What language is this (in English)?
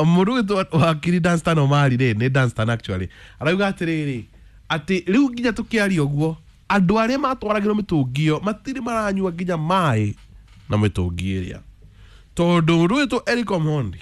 Kikuyu